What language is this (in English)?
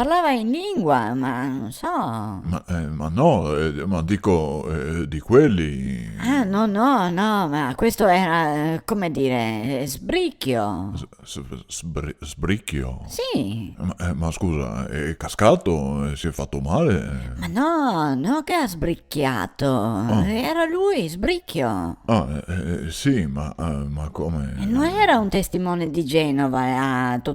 Venetian